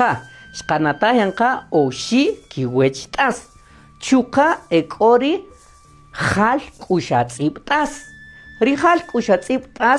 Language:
Kaqchikel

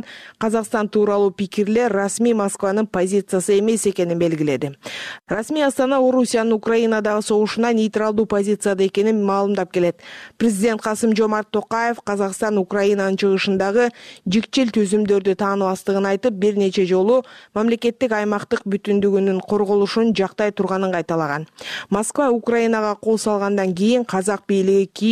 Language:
Kyrgyz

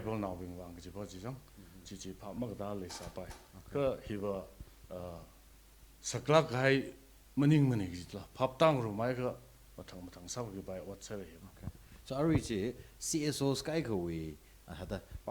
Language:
Tangkhul Naga (India)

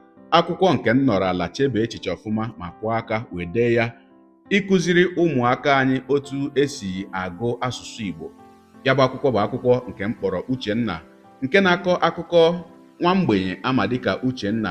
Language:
Igbo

